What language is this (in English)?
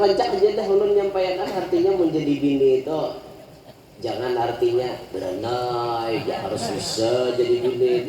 Banjar